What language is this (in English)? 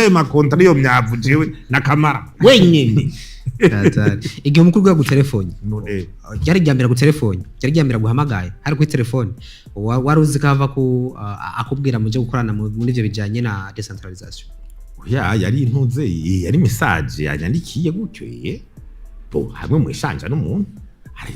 Rundi